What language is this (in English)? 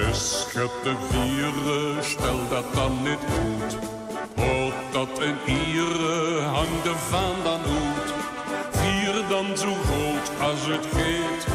Limburgish